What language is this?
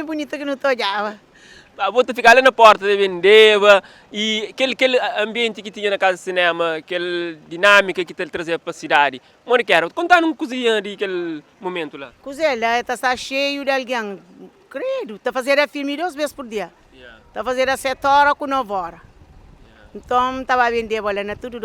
Kabuverdianu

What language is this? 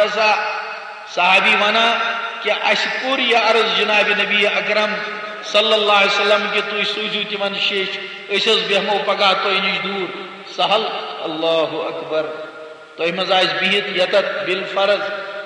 Kashmiri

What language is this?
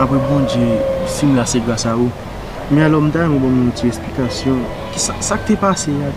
Haitian Creole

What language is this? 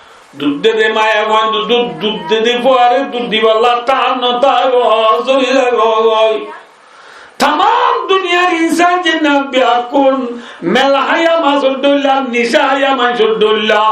Rohingya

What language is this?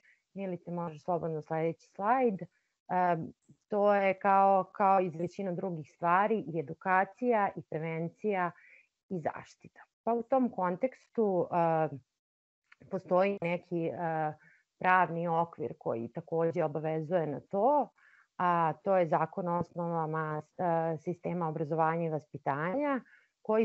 Serbian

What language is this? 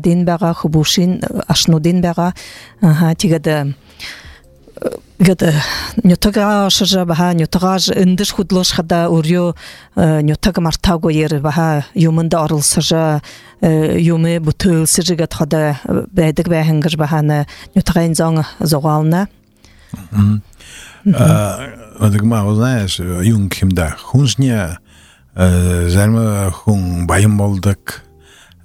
Buriat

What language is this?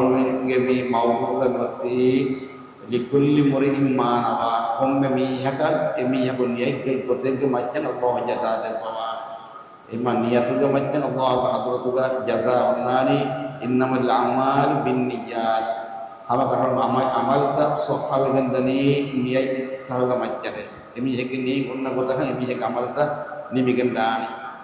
Divehi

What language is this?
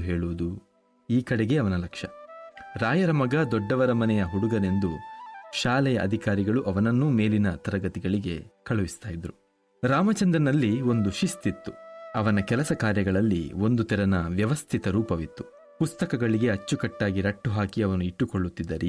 Kannada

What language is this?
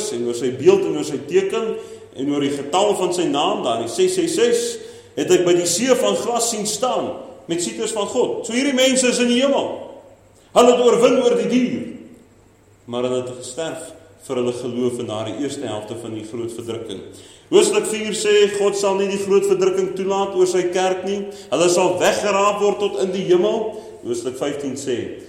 Afrikaans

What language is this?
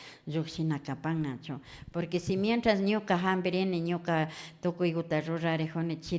Imbabura Highland Quichua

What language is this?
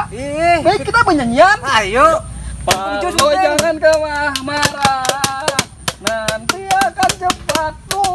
Banjar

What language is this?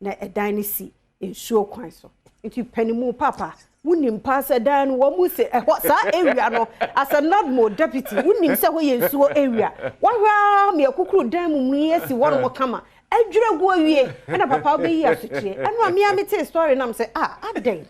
Akan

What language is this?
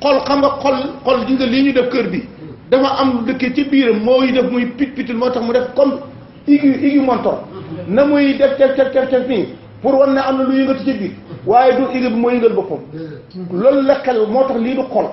Wolof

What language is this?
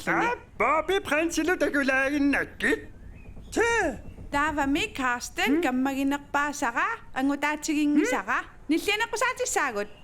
Kalaallisut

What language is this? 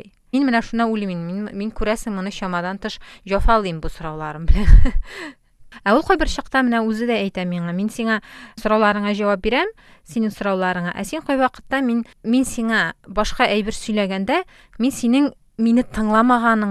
Tatar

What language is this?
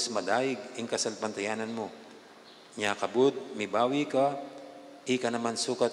Pampanga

